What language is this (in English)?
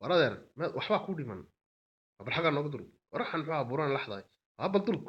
Somali